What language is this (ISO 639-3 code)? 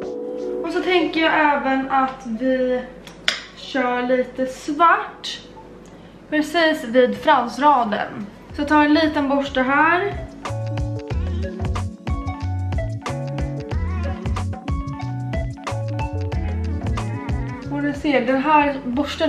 swe